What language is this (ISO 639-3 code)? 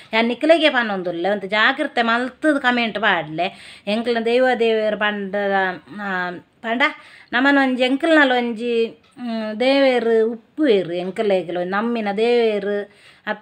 tcy